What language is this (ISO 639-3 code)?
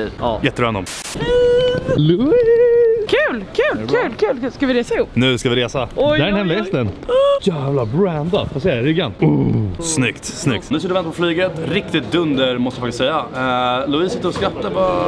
swe